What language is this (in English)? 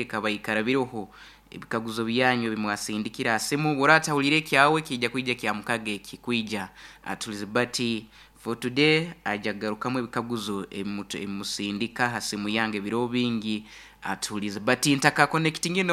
Nyoro